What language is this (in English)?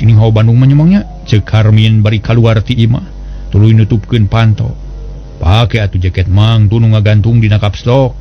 Sundanese